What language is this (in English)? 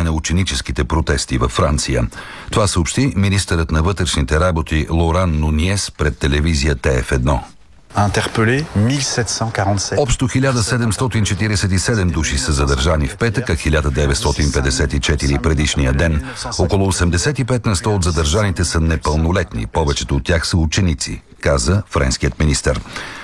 Bulgarian